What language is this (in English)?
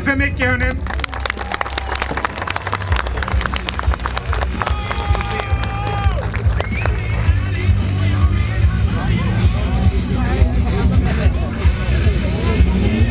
Swedish